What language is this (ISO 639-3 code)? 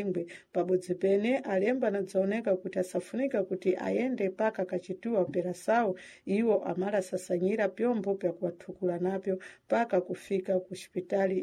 seh